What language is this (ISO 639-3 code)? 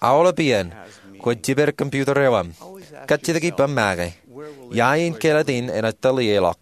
mah